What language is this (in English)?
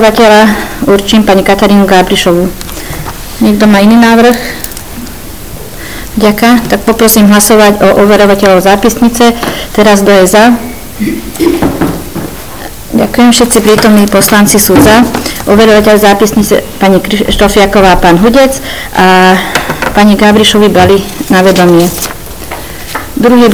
Slovak